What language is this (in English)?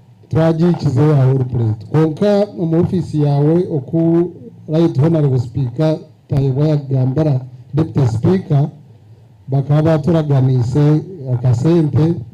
Nyankole